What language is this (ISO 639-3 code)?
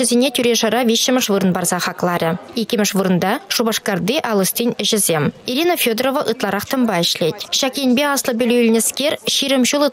chv